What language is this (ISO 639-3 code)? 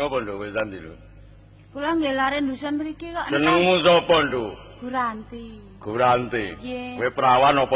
jav